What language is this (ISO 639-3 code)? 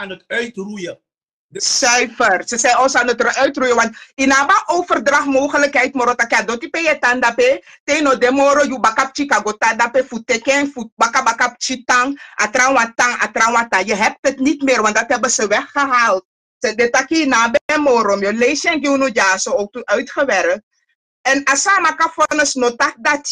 srn